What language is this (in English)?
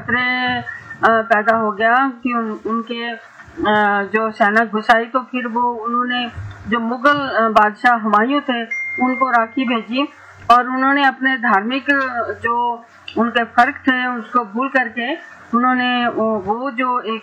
Hindi